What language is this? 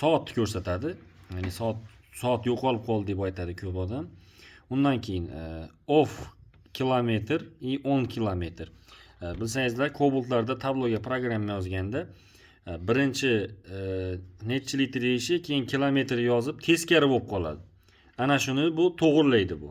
Uzbek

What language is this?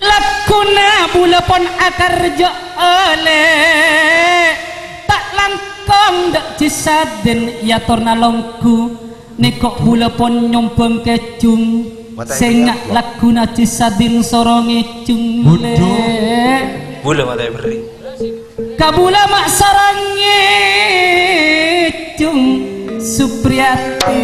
Madurese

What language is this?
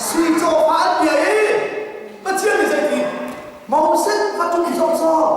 Hakha Chin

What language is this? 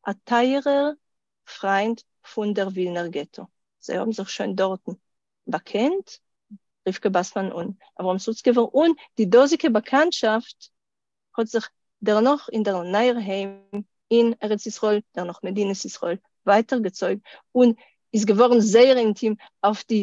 Yiddish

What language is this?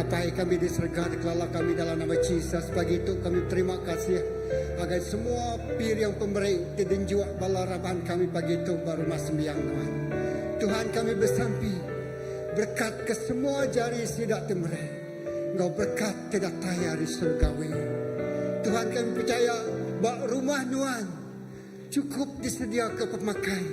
Iban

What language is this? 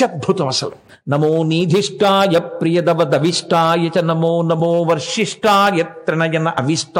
Telugu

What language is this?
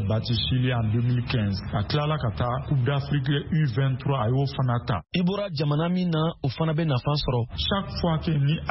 Bambara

